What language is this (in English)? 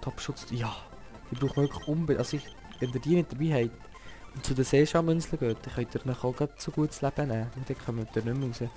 Swiss German